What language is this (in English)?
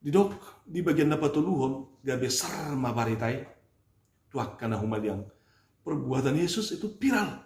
Batak Toba